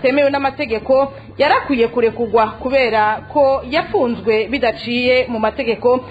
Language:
Rundi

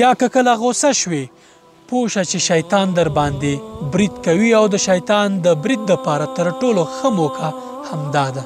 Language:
Pashto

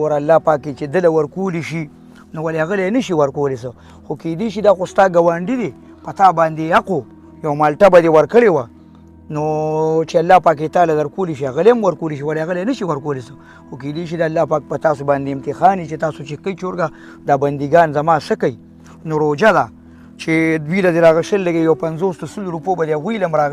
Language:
Pashto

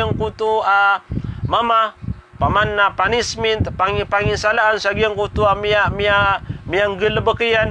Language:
Maranao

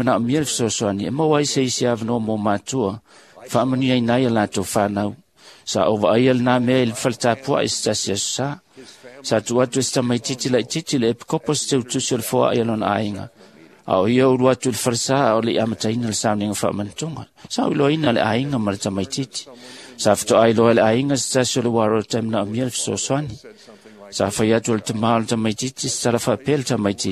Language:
Samoan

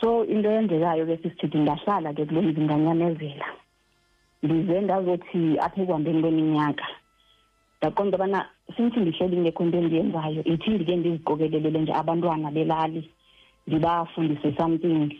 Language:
Xhosa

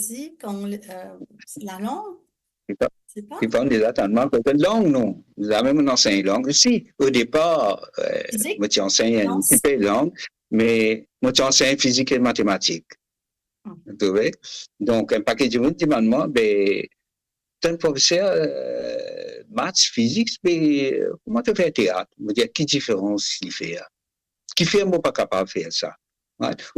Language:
Morisyen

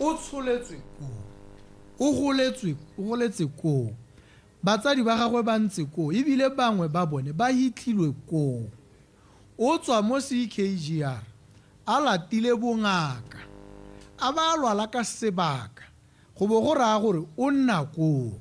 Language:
Tswana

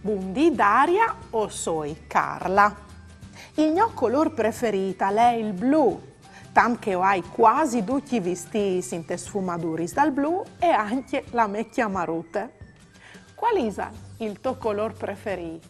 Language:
Friulian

